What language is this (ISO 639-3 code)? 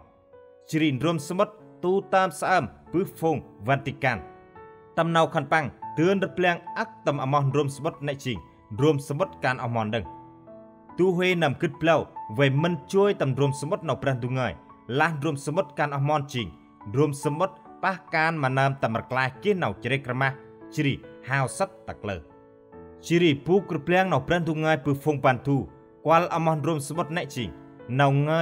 cmo